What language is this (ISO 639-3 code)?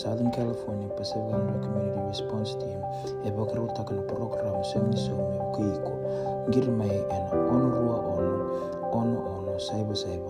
fij